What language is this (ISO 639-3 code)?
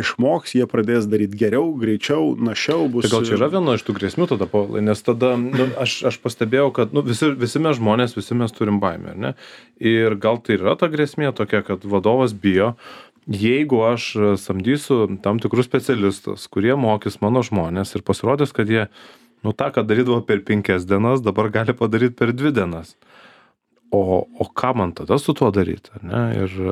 lit